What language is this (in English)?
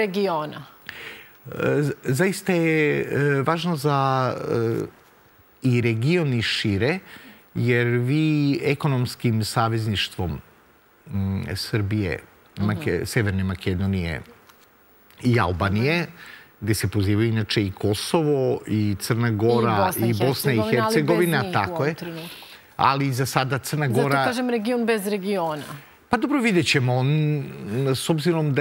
Serbian